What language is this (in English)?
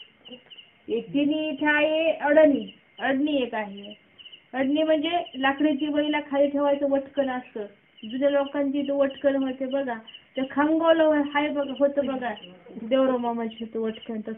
Marathi